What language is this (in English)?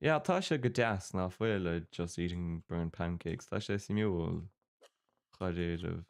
Irish